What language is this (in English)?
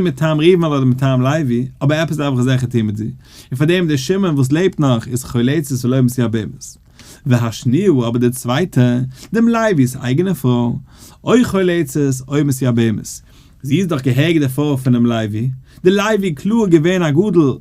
Yiddish